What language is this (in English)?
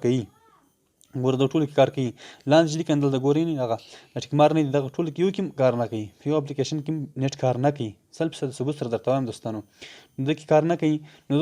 Pashto